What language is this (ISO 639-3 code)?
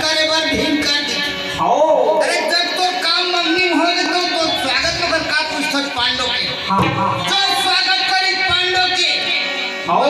hne